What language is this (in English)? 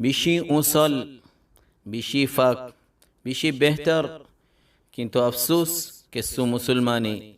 Rohingya